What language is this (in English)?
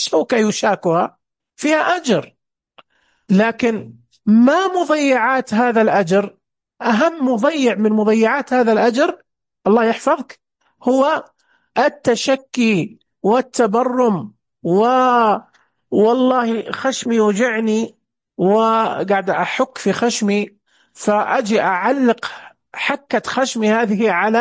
Najdi Arabic